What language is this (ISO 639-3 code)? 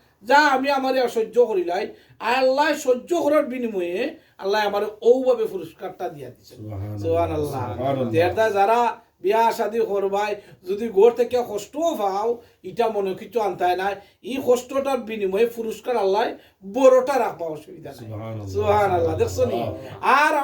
syl